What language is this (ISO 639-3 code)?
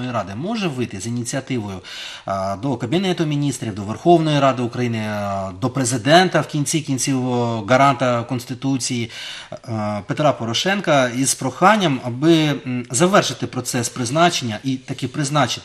ukr